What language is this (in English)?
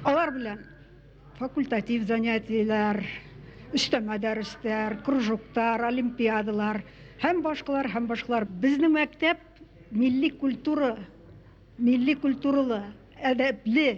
Bashkir